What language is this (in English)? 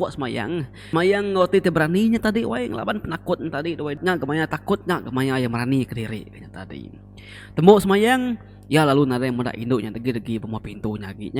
Iban